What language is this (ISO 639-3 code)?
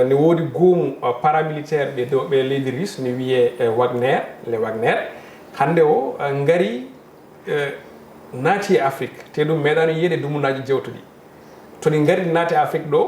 ful